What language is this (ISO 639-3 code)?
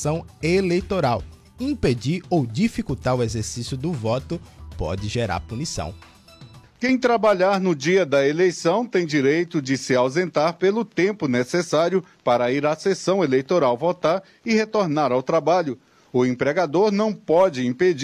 por